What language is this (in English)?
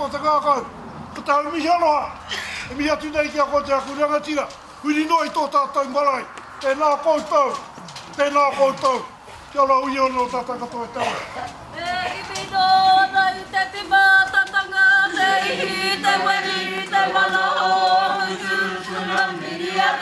Māori